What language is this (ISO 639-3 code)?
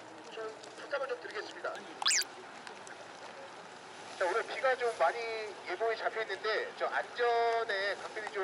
kor